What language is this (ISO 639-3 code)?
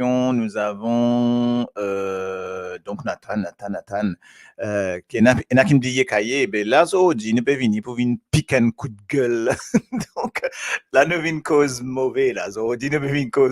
mfe